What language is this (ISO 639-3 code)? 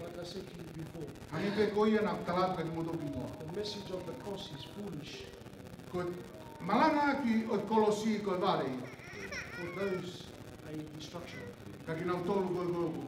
ton